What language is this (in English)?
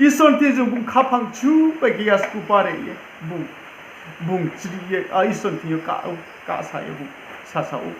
Riang (India)